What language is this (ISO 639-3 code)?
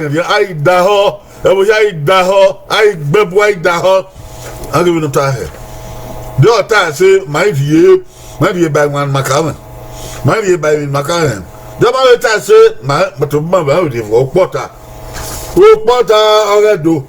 bin